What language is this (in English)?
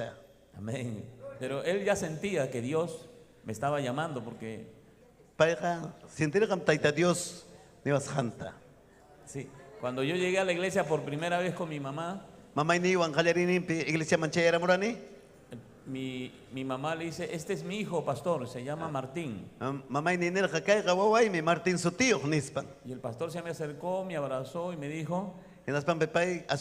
Ayacucho Quechua